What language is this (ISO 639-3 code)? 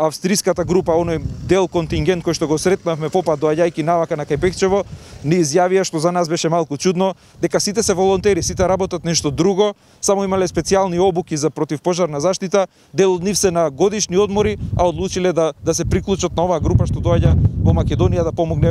mkd